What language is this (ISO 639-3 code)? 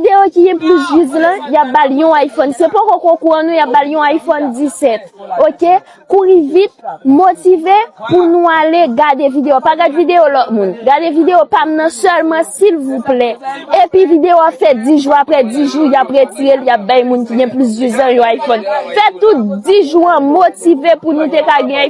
hat